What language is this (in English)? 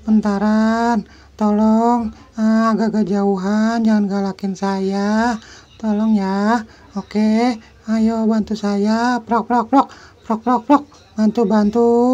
Betawi